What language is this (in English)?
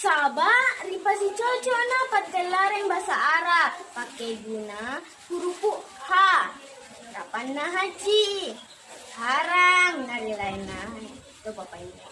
Buginese